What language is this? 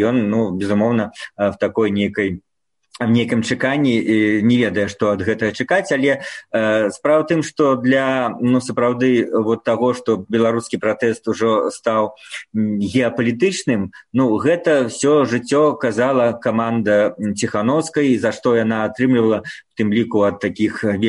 Belarusian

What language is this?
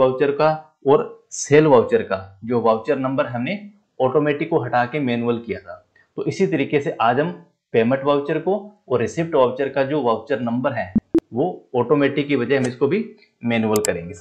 Hindi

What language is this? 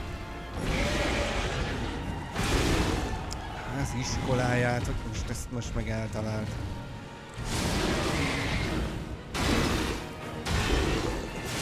Hungarian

